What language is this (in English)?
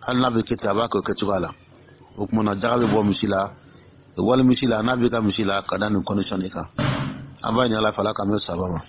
Dyula